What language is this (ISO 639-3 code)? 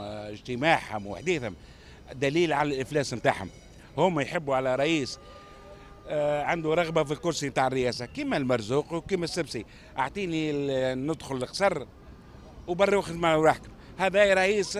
aeb